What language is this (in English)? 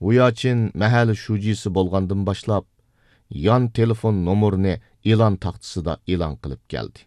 Uyghur